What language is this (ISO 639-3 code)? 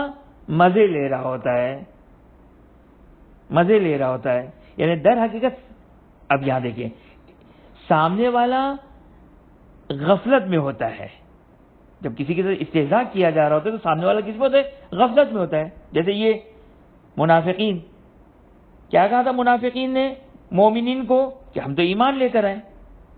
urd